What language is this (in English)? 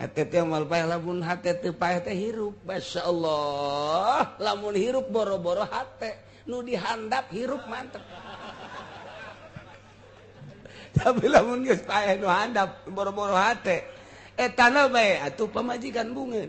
Sundanese